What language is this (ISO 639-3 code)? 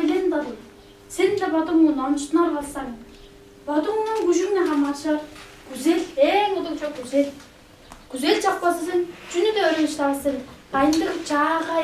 tyv